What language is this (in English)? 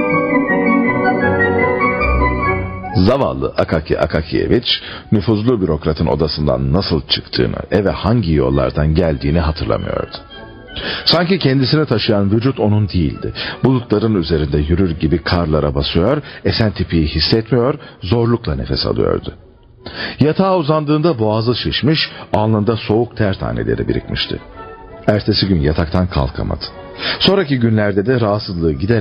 Turkish